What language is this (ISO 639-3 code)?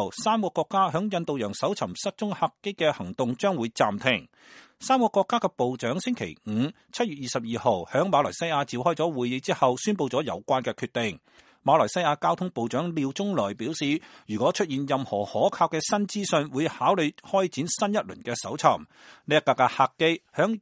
yue